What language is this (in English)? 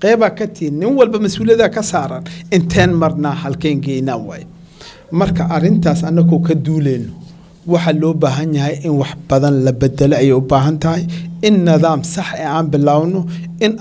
Somali